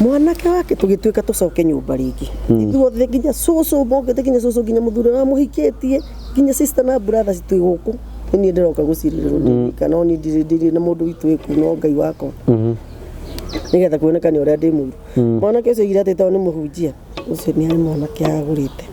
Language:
Kikuyu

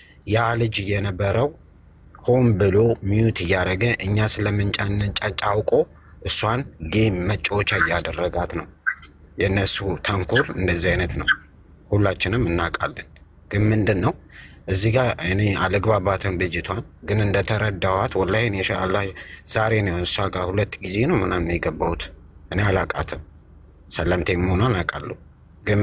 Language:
Amharic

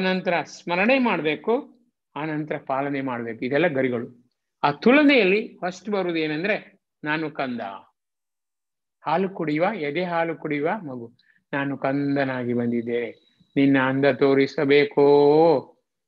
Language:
Kannada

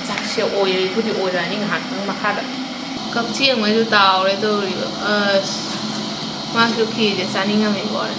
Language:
Manipuri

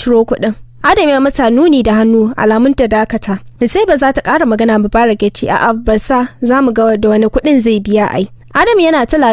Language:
Hausa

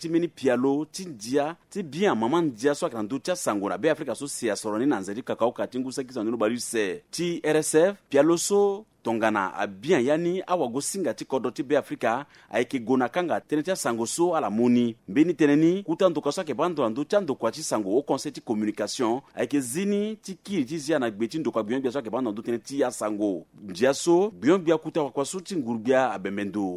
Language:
Sango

